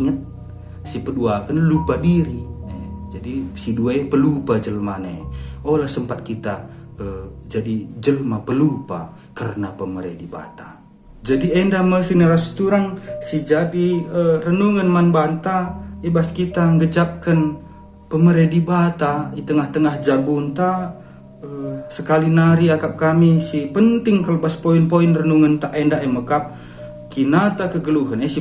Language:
Batak Karo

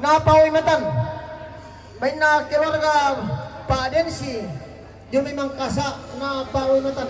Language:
Toraja-Sa'dan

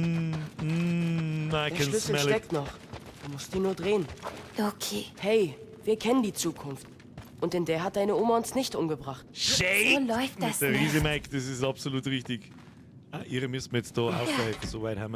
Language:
Bavarian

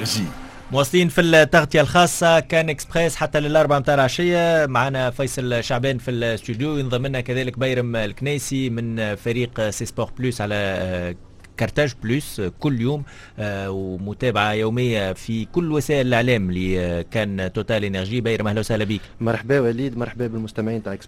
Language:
Tunisian Arabic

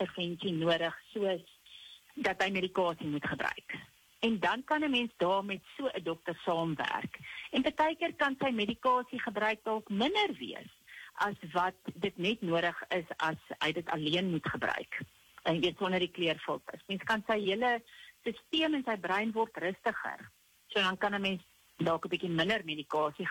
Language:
Afrikaans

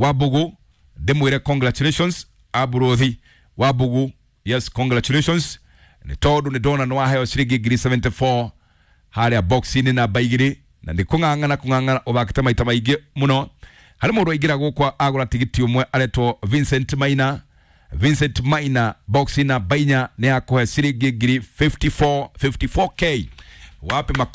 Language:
Kikuyu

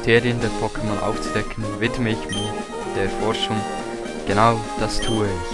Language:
Swiss German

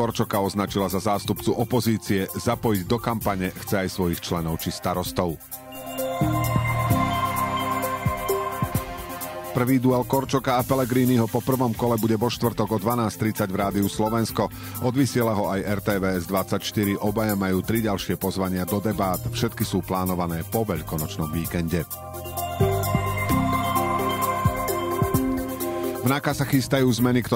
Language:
Slovak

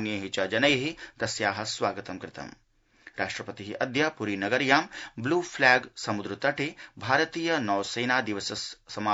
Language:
Sanskrit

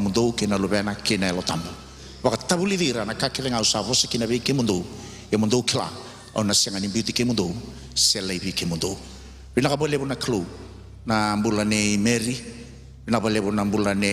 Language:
Fijian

